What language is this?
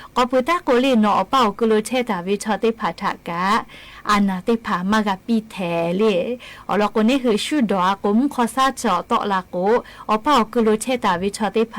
Lahu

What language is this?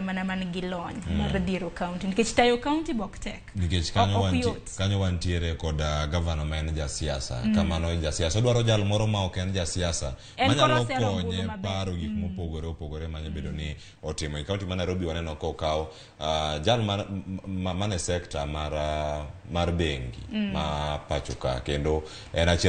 Luo (Kenya and Tanzania)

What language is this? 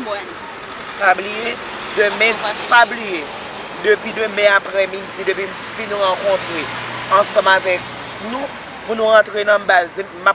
Haitian Creole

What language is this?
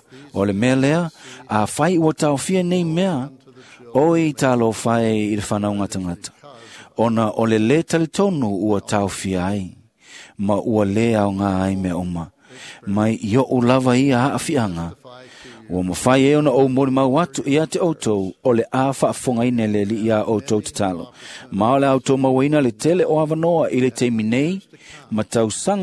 Samoan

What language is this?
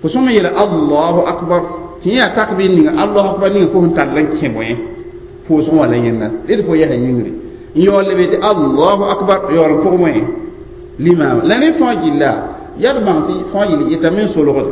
Mossi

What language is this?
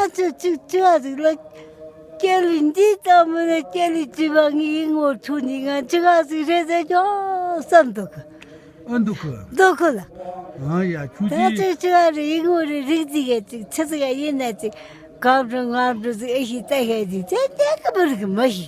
Tibetan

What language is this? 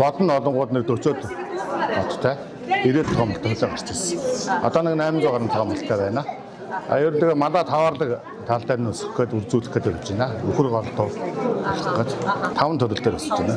Mongolian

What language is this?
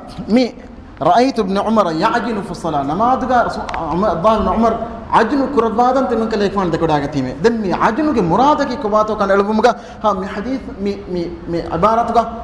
Divehi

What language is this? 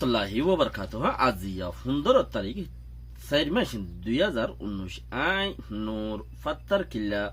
Rohingya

